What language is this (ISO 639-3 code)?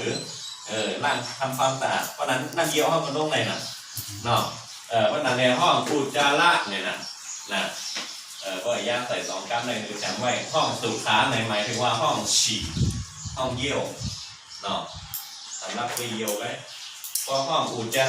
shn